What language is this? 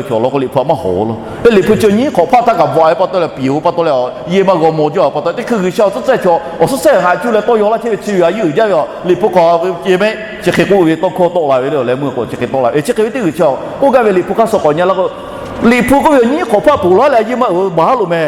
Lahu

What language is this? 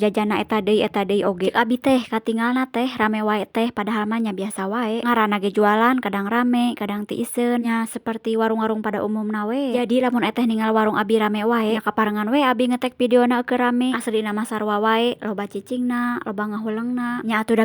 Sundanese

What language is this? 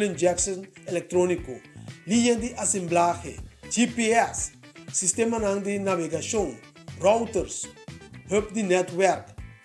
Papiamento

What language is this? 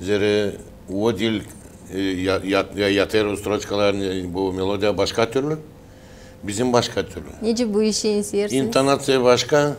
Gagauz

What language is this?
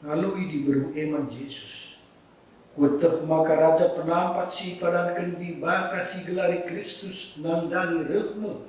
Batak Karo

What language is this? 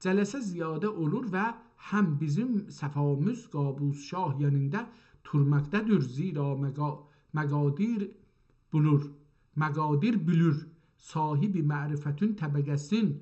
South Azerbaijani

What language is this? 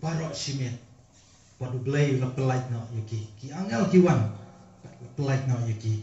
Khasi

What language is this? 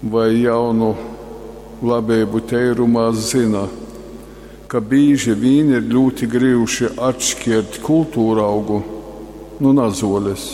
Latgalian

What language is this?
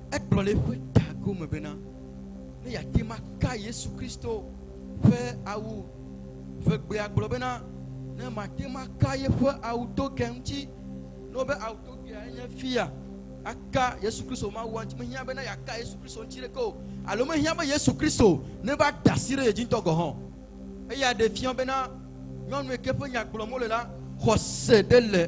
Ewe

